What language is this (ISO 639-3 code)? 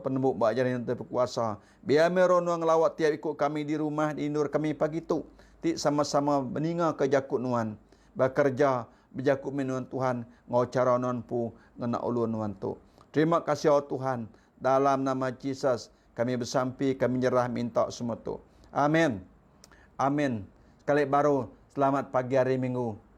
iba